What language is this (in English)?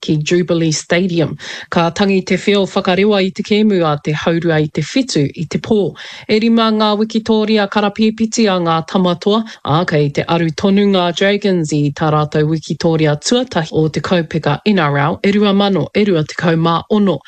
Māori